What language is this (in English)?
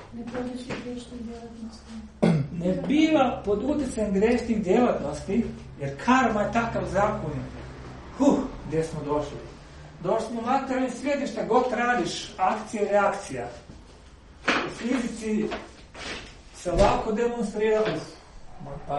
Croatian